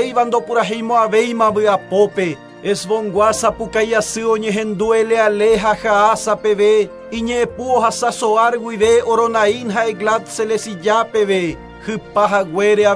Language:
Guarani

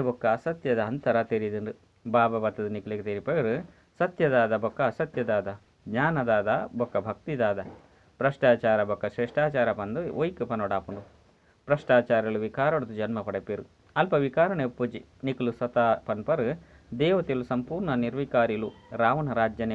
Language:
Tulu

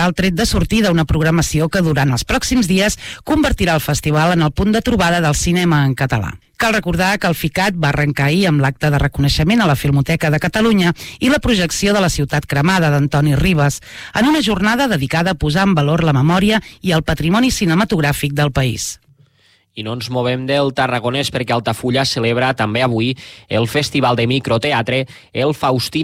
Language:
Catalan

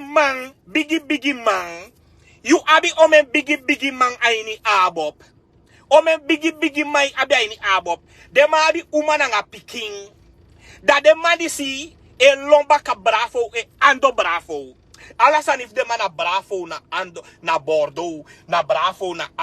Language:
Sranan Tongo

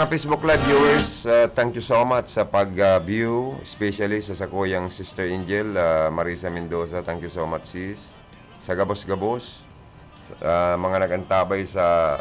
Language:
Bikol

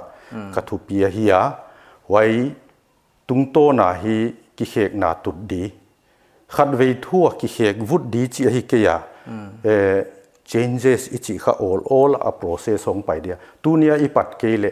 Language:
Paite Chin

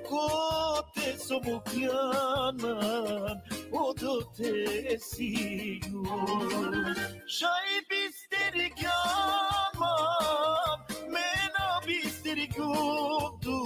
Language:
Balkan Romani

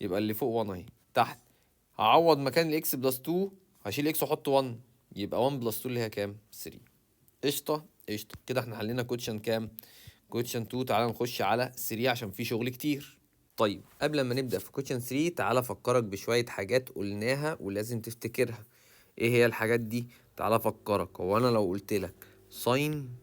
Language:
Egyptian Arabic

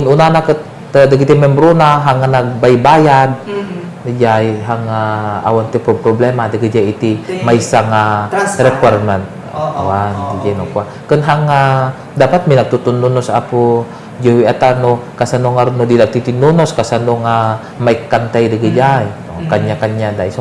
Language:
Iloko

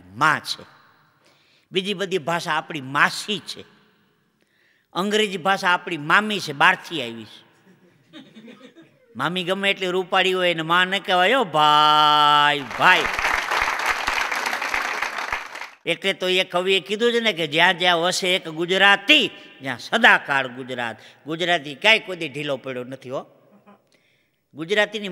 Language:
Gujarati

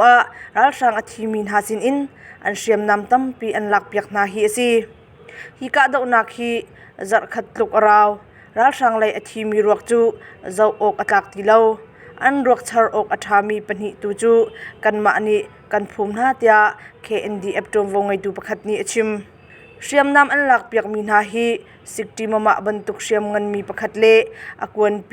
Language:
Hakha Chin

